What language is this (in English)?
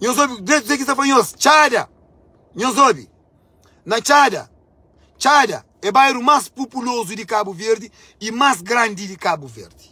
Kabuverdianu